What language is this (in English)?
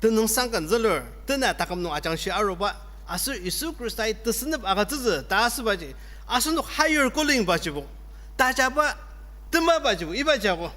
Ao Naga